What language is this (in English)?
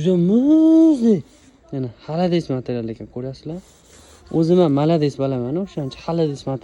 Uzbek